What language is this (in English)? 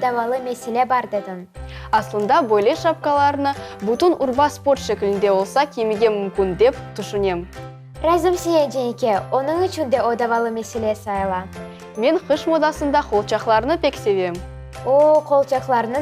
Crimean Tatar